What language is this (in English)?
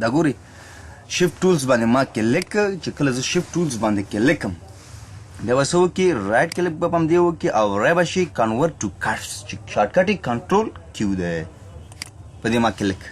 Pashto